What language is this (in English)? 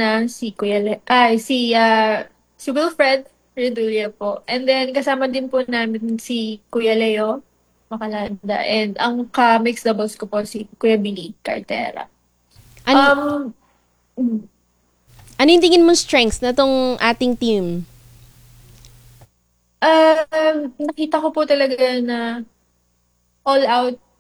Filipino